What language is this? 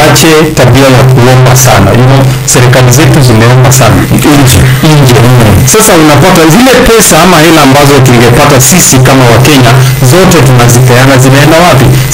Swahili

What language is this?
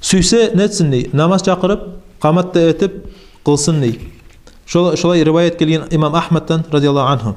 Kumyk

